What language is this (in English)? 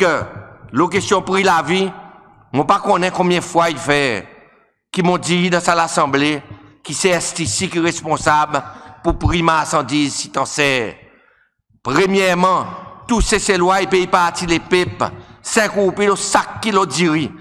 Seselwa Creole French